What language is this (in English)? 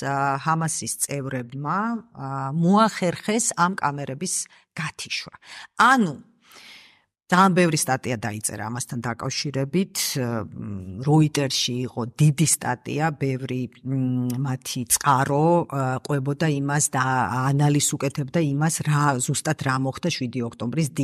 Georgian